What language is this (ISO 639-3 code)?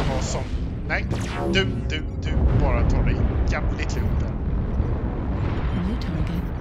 swe